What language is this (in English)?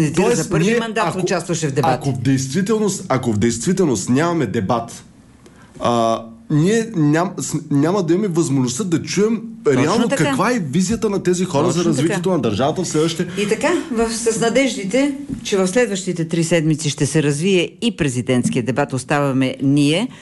Bulgarian